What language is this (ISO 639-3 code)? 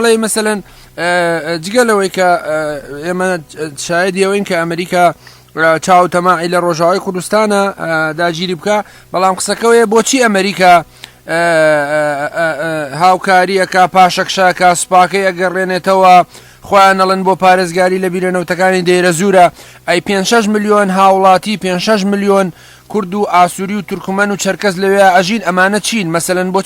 ckb